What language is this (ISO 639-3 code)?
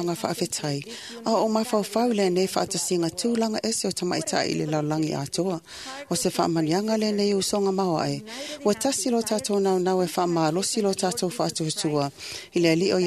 smo